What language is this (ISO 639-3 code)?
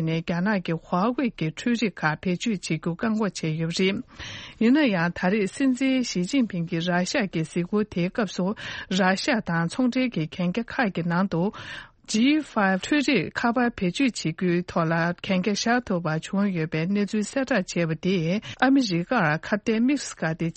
bod